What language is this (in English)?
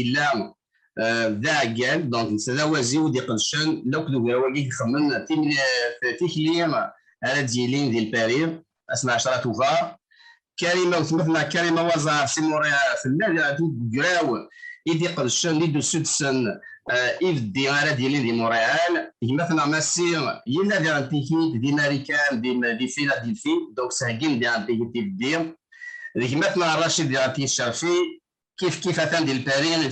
Kabyle